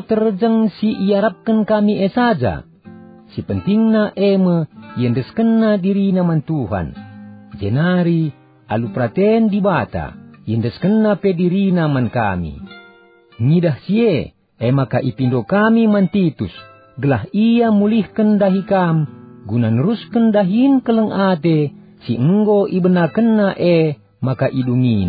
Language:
Batak Karo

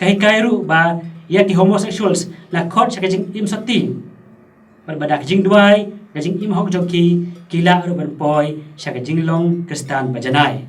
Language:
Khasi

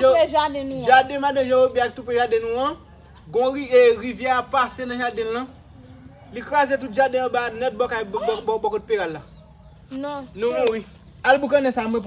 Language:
Haitian Creole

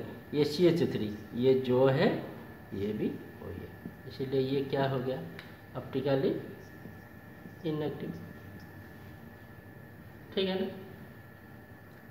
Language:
Hindi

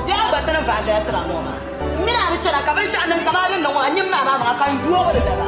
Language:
Dagbani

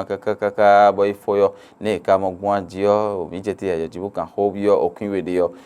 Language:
Fon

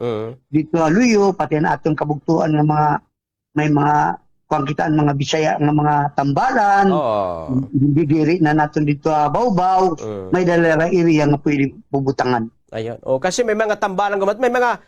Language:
Waray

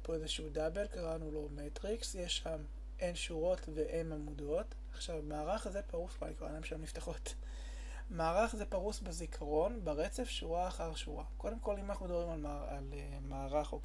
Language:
Hebrew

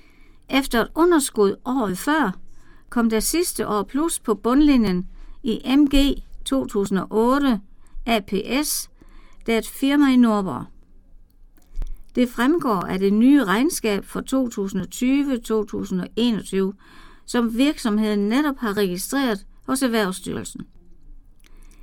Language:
Danish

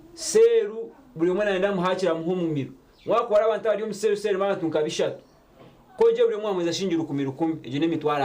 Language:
Nyankole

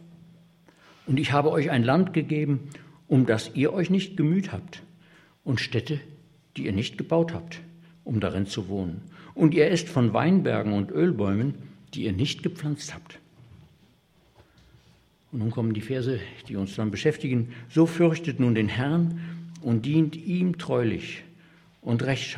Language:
German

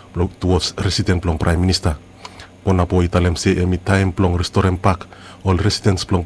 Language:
Bislama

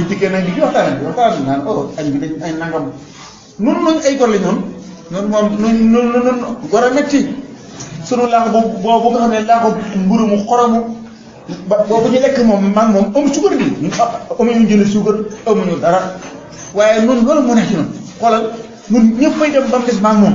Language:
Wolof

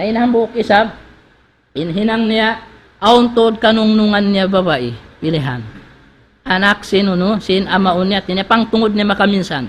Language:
Tausug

